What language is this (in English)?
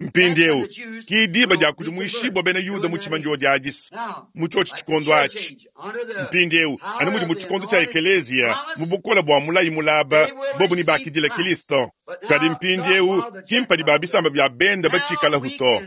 Luba-Lulua